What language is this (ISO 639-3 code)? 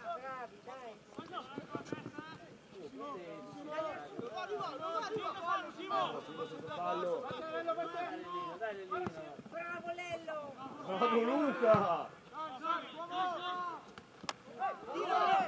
ita